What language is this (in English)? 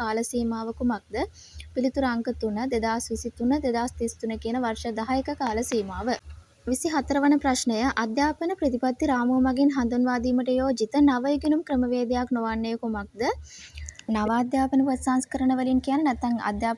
Sinhala